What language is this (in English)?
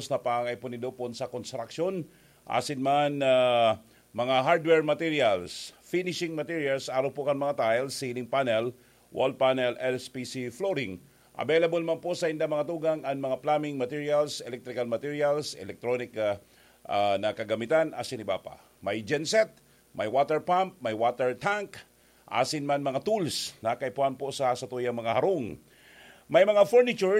Bikol